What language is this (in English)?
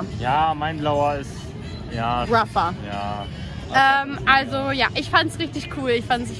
German